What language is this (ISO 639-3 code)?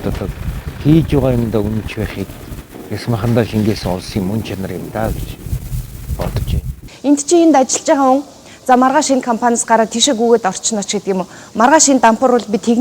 mon